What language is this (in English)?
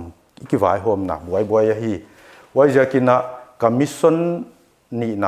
Paite Chin